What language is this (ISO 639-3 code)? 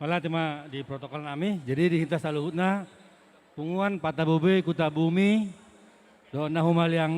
bbc